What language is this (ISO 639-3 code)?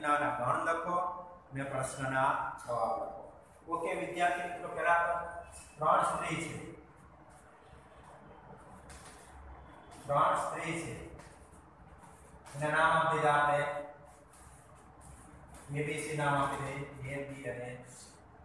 guj